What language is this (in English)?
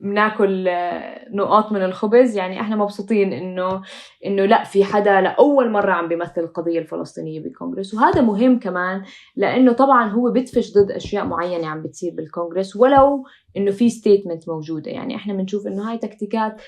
North Levantine Arabic